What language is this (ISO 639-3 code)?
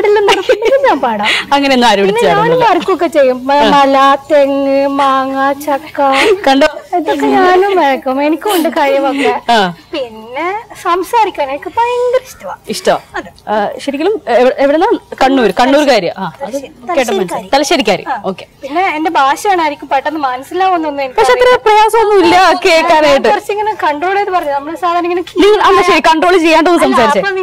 mal